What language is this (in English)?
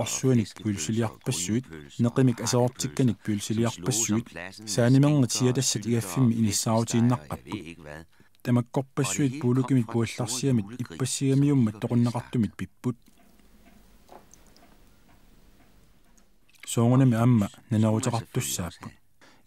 Kalaallisut